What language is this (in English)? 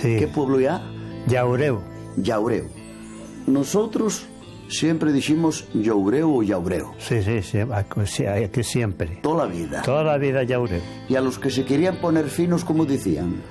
Asturian